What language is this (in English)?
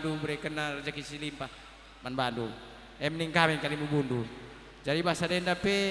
Batak Karo